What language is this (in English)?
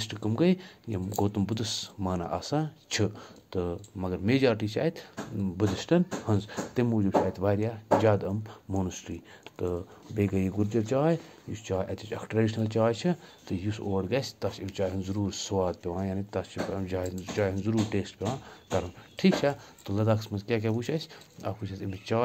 Kashmiri